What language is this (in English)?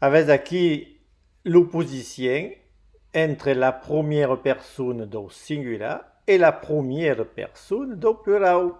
Occitan